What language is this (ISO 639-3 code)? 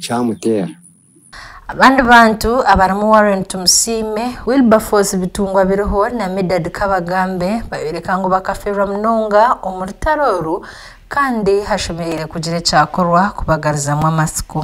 nyn